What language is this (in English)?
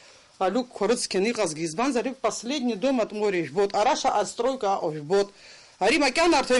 Abkhazian